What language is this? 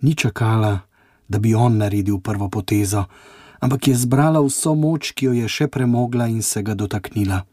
Slovenian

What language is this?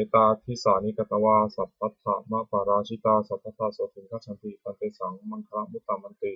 Pali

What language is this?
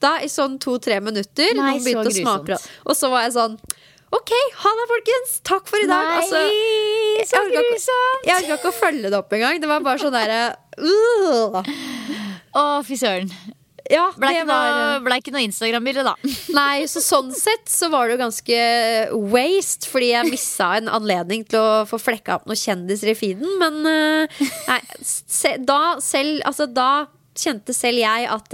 Norwegian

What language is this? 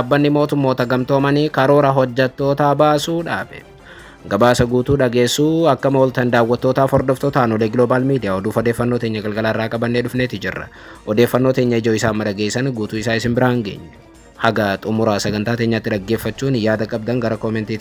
Oromo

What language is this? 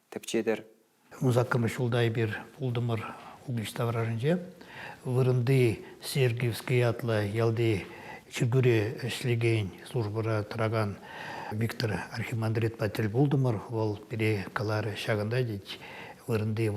Chuvash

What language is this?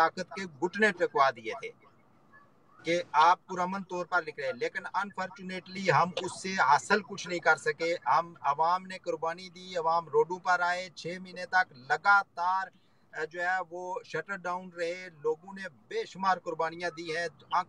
Urdu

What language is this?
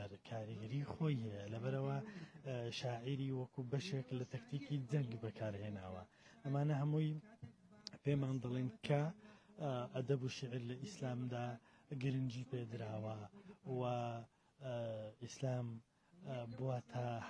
Central Kurdish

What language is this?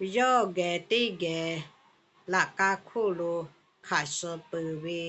Lahu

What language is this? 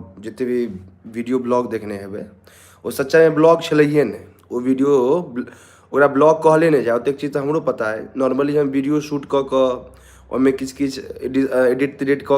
Maithili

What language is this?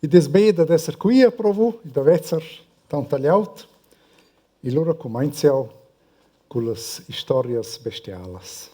Romansh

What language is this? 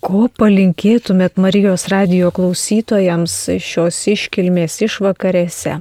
Lithuanian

